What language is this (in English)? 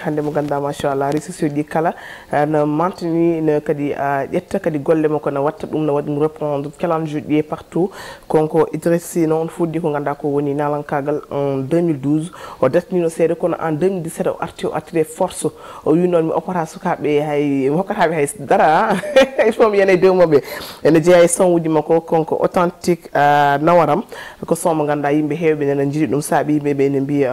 Fula